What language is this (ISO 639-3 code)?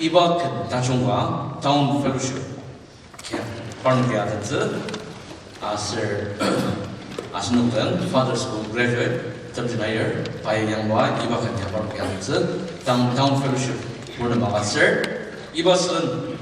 njo